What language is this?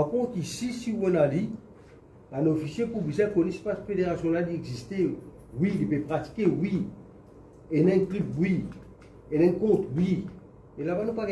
Morisyen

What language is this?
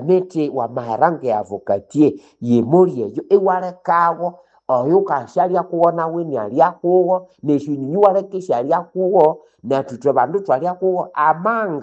Nande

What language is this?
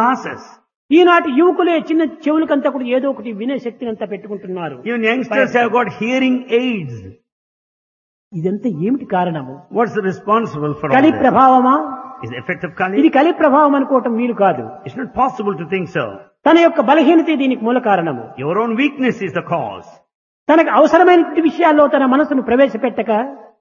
Telugu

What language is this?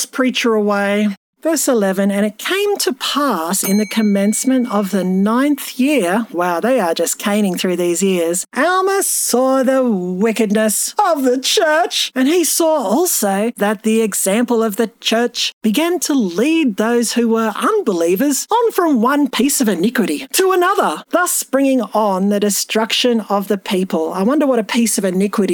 English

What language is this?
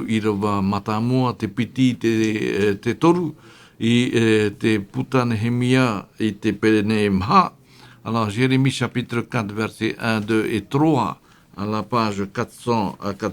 Tahitian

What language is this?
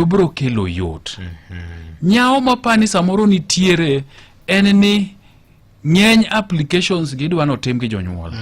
Luo (Kenya and Tanzania)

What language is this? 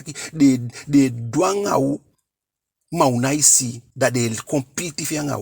Eastern Maroon Creole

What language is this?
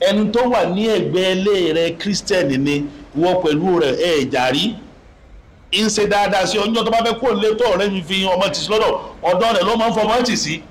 Yoruba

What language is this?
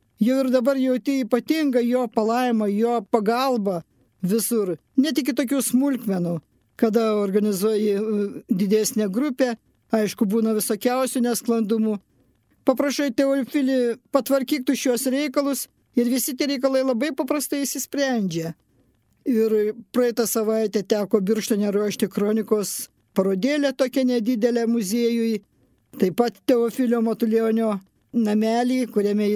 Lithuanian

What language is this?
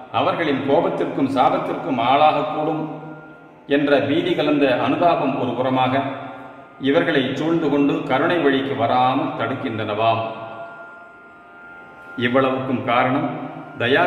Tamil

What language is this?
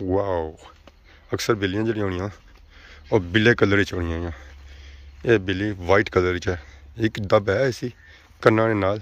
Pahari-Potwari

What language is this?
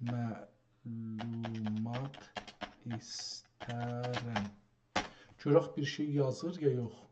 South Azerbaijani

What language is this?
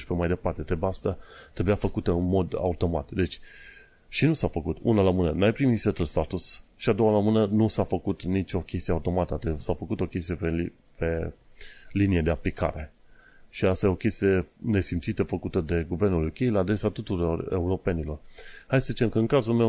Romanian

